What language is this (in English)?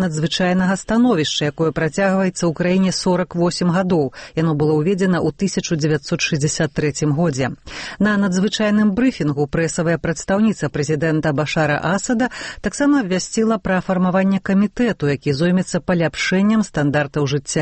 Belarusian